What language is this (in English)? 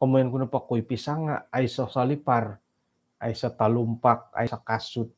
Central Dusun